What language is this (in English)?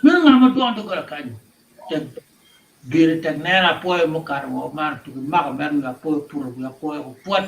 Acoli